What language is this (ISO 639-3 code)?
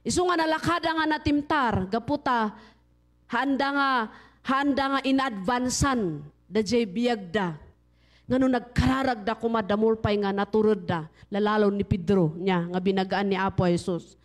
ilo